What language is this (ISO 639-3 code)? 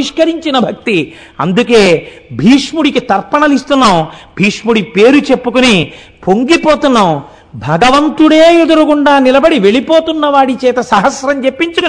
tel